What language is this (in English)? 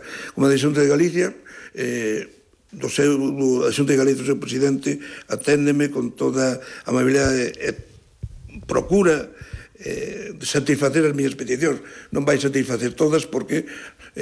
Galician